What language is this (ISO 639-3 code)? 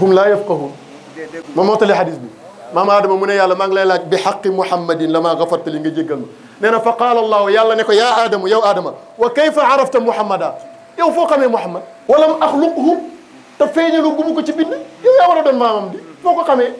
wol